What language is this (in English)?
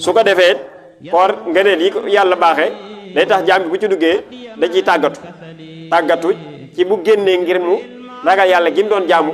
Wolof